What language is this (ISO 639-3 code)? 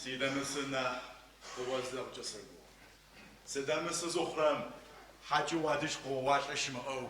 ady